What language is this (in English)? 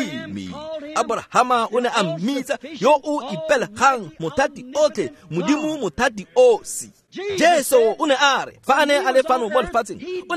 Tswana